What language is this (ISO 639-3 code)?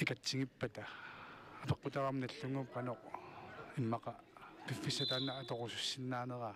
kal